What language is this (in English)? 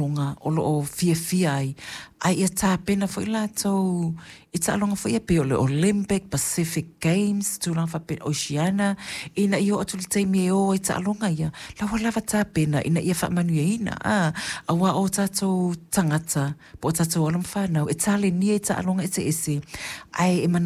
Samoan